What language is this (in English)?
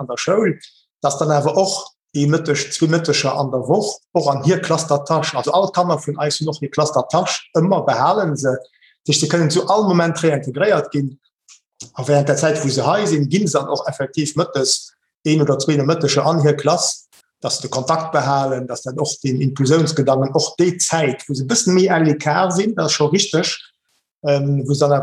Luxembourgish